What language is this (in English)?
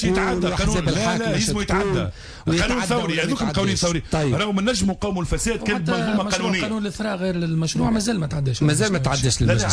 Tunisian Arabic